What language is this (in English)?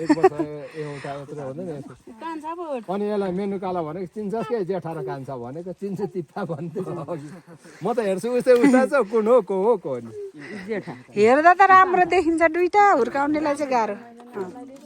Nepali